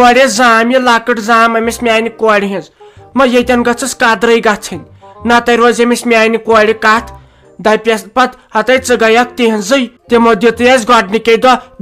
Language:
Kashmiri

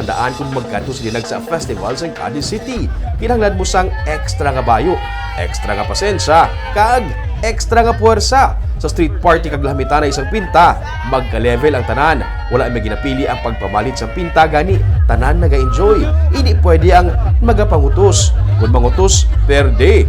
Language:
Hiligaynon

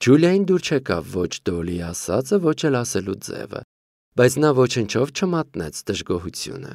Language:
Armenian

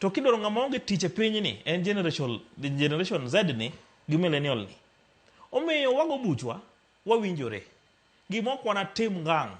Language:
Luo (Kenya and Tanzania)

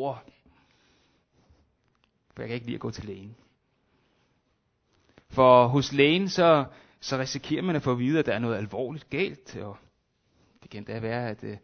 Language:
Danish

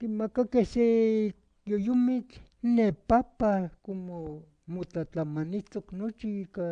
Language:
Eastern Huasteca Nahuatl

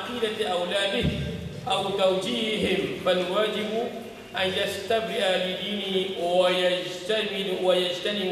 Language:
Malay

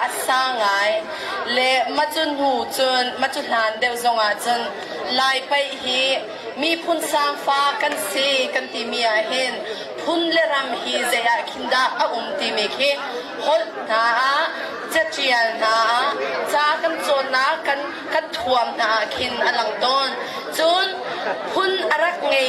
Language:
Hakha Chin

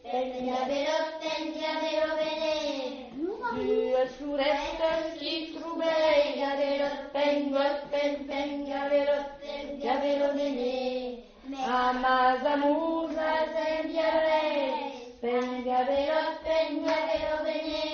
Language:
Occitan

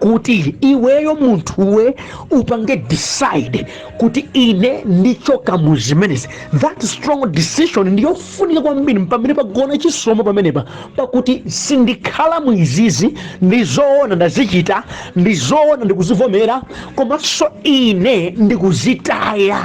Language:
Nyanja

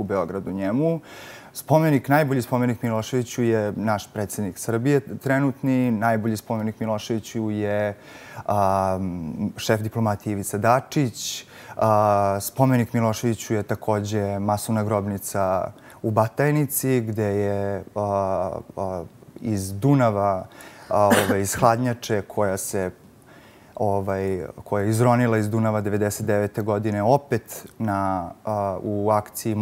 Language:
Serbian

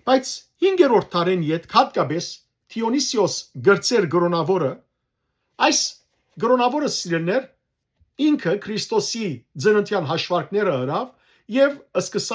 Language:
Western Armenian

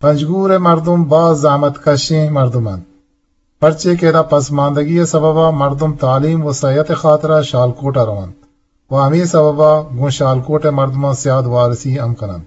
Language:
Eastern Balochi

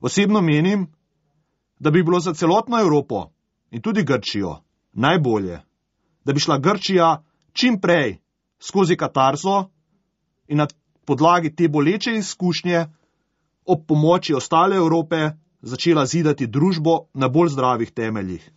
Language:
Slovenian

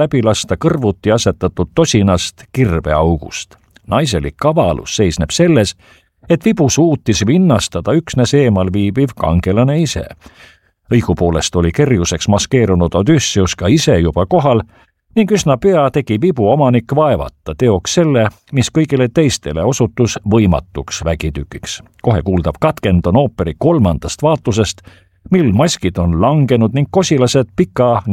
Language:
Estonian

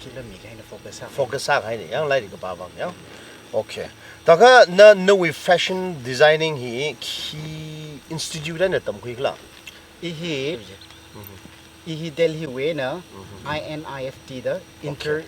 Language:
Tangkhul Naga (India)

